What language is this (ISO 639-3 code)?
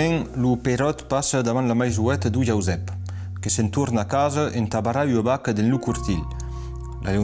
oci